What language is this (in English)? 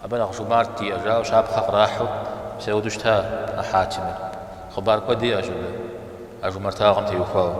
Kabardian